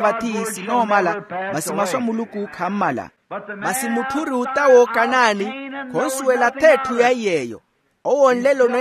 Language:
Makhuwa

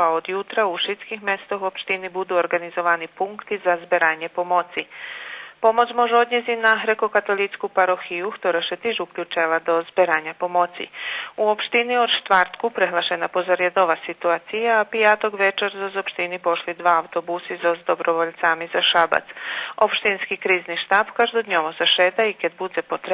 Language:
Rusyn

